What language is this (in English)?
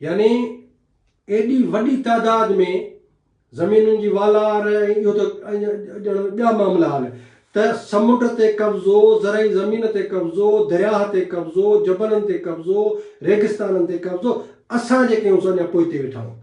Sindhi